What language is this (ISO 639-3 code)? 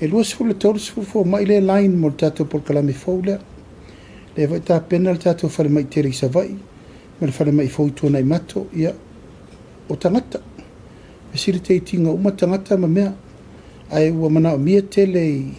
smo